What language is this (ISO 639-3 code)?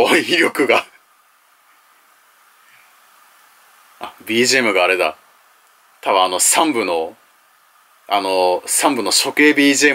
jpn